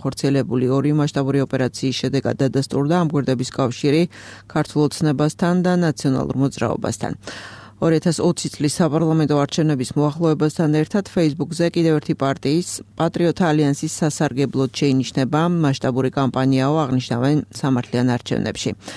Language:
Georgian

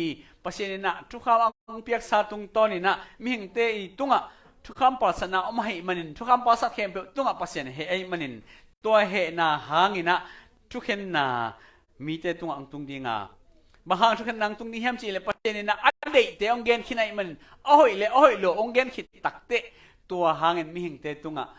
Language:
Tedim Chin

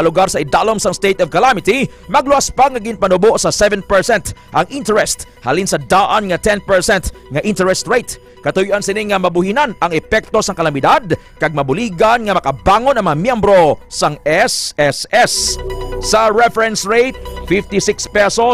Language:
Hiligaynon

